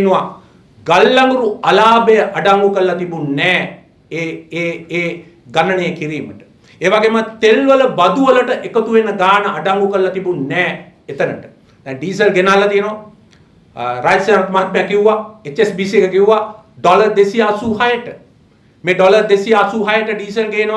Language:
Sinhala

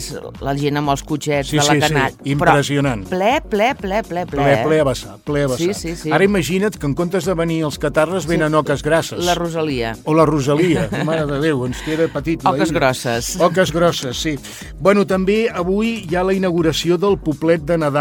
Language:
Catalan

